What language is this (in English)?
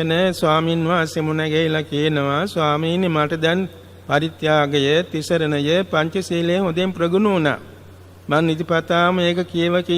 Sinhala